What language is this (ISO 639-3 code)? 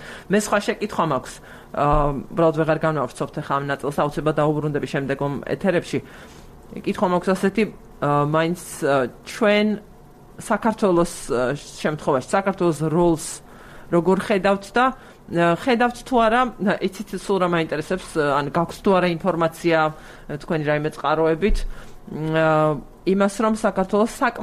kat